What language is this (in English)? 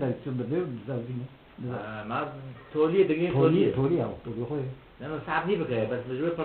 Kurdish